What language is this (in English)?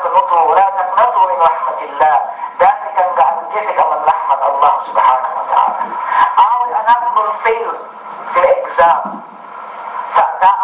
Yakan